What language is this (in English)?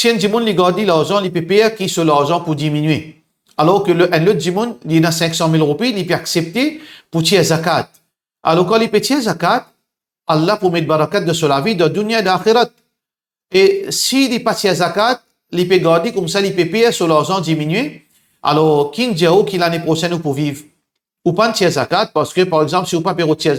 Morisyen